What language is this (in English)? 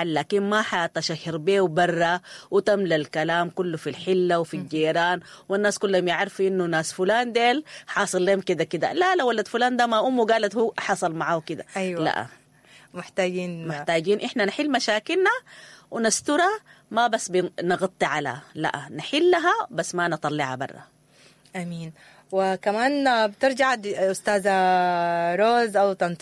Sudanese Arabic